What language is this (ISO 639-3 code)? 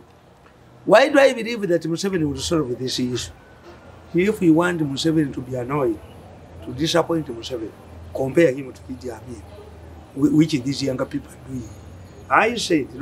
eng